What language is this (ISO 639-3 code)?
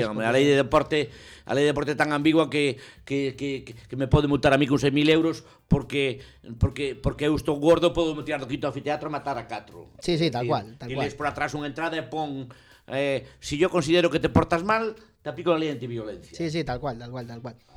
glg